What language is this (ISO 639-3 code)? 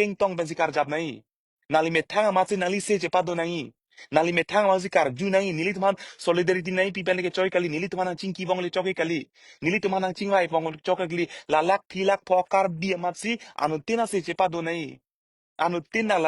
mjw